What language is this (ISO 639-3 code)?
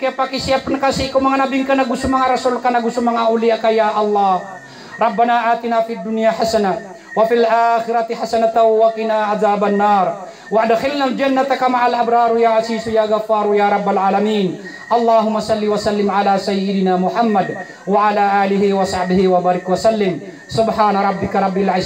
mrw